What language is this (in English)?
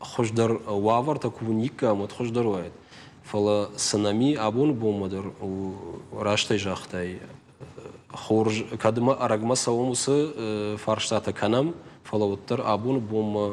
Ossetic